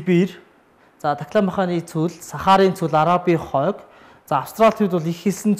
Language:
Mongolian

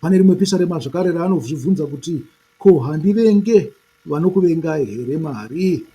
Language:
Shona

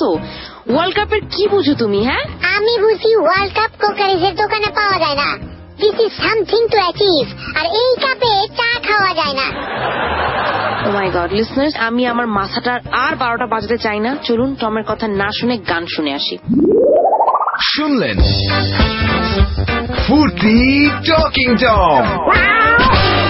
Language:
Bangla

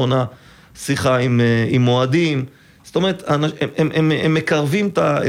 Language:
Hebrew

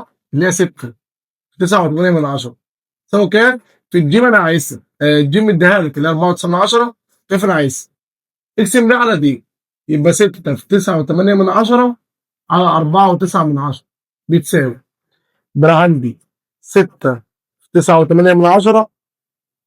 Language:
Egyptian Arabic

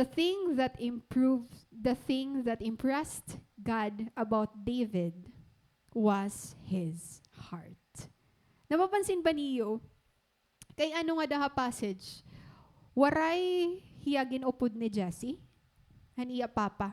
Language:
Waray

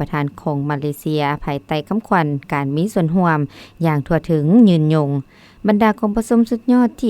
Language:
Lao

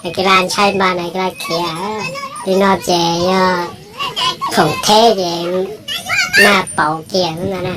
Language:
Hmong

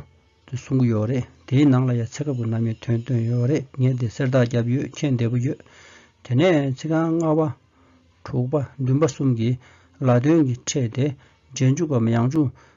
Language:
Tibetan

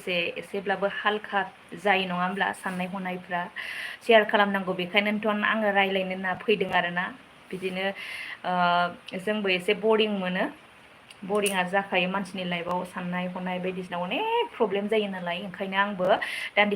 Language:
Bodo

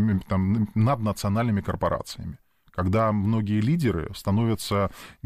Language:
Russian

